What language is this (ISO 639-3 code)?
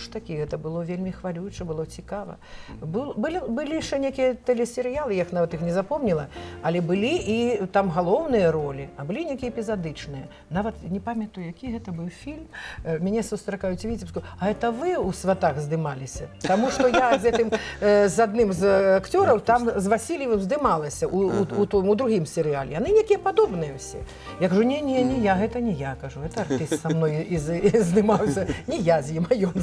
bel